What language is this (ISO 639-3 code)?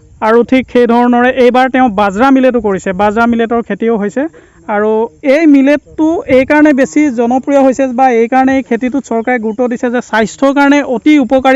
asm